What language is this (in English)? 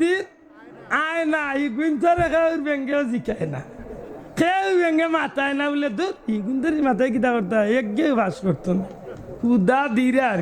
Sylheti